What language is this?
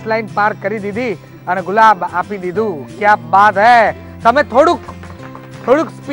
Gujarati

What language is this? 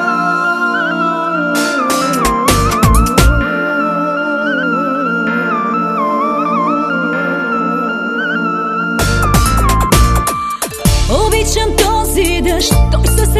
Bulgarian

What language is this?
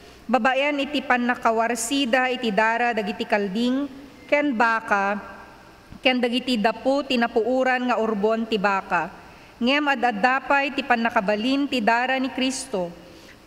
Iloko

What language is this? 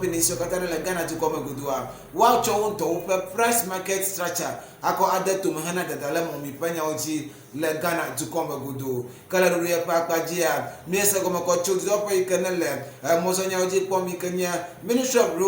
Ewe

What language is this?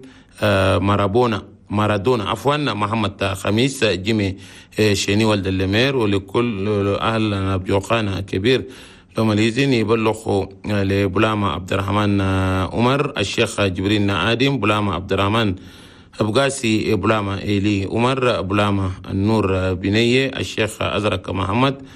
Chadian Arabic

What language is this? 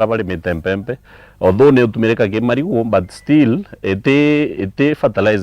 Meru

